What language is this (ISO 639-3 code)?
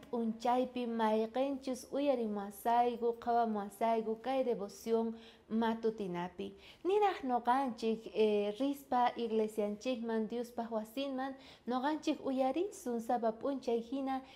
quh